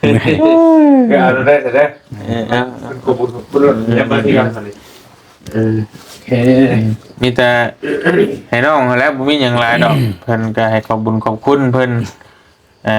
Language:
Lao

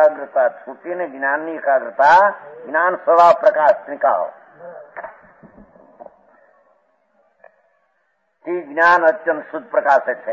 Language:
Gujarati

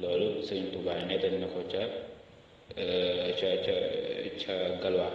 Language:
Wolof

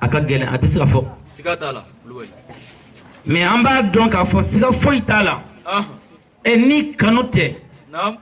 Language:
Bambara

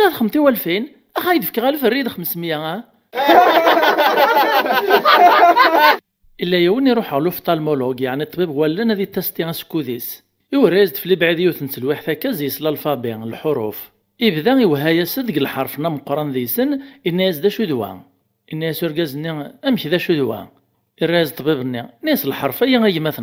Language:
Kabyle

